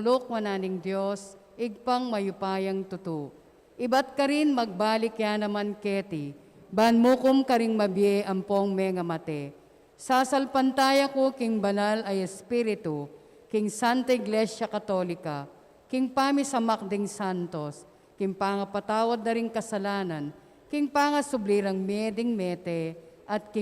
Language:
Pampanga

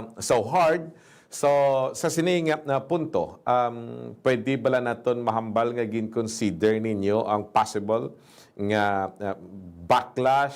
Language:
Hiligaynon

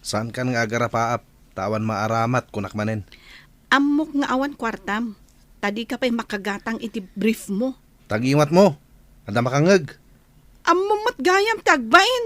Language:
Iloko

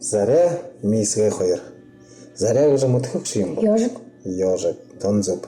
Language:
Buriat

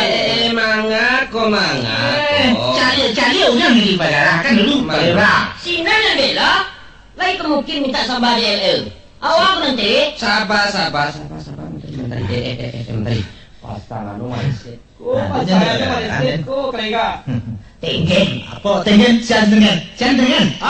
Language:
Minangkabau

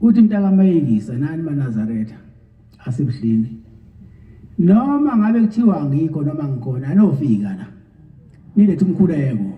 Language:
Zulu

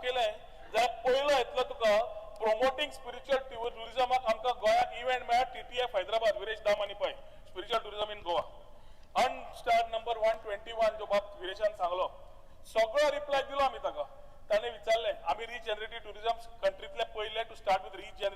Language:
Konkani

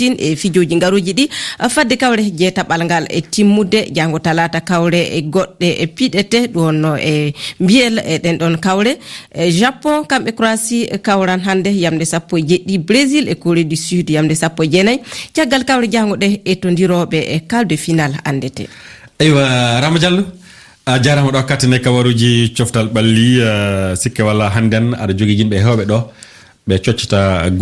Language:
Fula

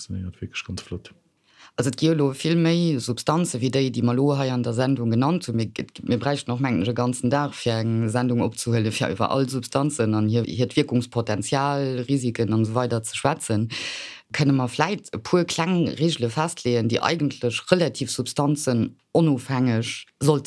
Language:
Luxembourgish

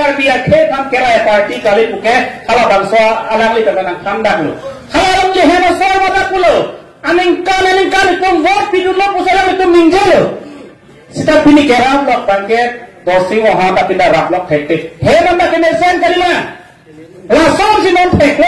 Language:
Karbi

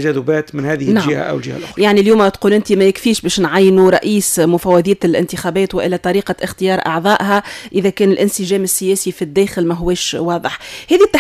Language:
Tunisian Arabic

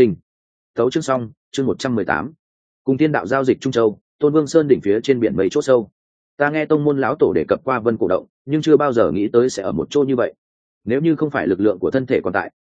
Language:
Vietnamese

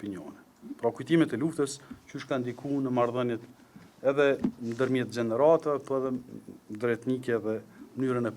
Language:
Albanian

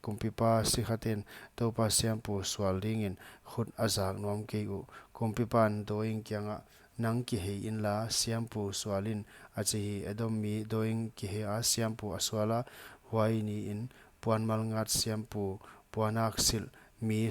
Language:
Paite Chin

